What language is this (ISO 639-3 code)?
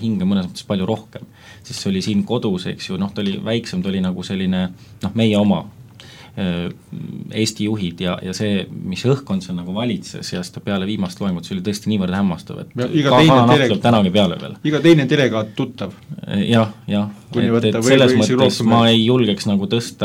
est